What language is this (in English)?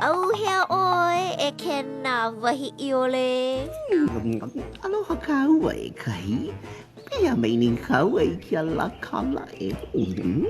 Hawaiian